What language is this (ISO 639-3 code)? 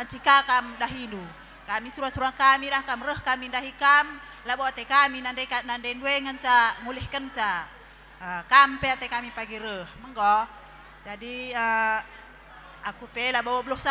btx